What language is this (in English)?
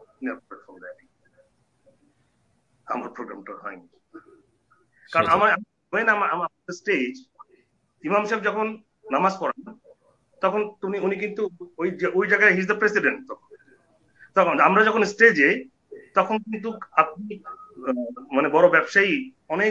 Bangla